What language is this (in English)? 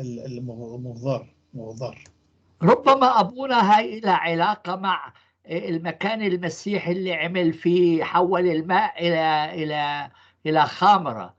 North Levantine Arabic